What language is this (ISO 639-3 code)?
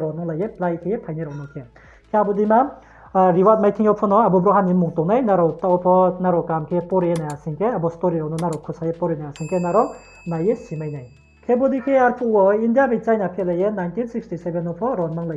ria